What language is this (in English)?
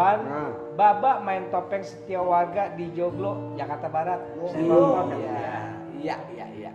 Betawi